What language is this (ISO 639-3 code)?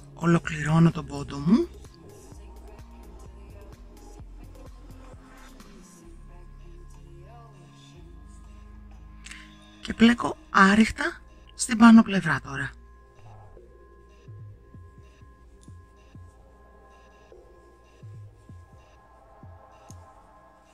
ell